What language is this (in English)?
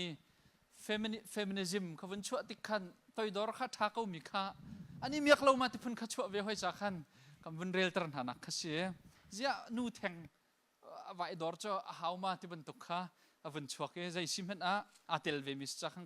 Hakha Chin